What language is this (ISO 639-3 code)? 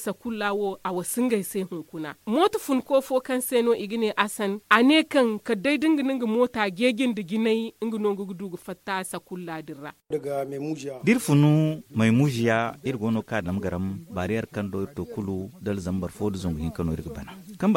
dje